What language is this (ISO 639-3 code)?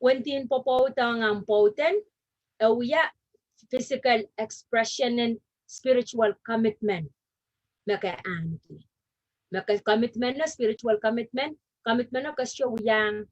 pon